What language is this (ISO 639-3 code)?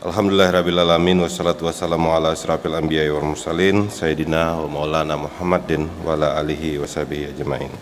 bjn